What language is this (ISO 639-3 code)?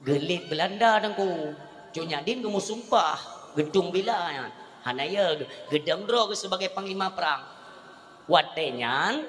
ace